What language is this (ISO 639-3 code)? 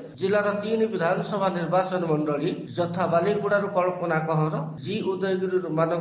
ori